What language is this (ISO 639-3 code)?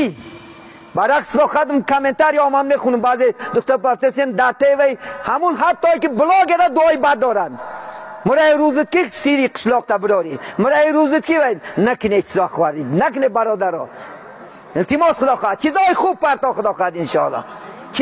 tgk